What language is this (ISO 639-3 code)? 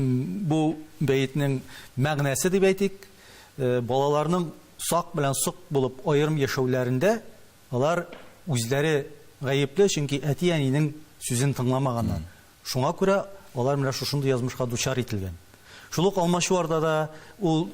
tat